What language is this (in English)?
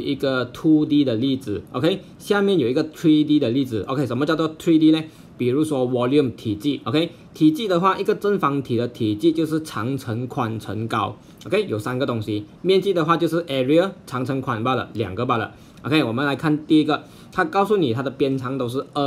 Chinese